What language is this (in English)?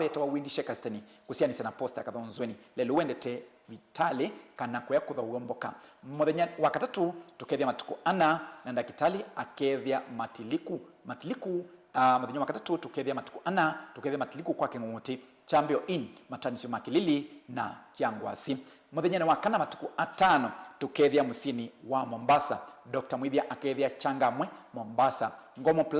Kamba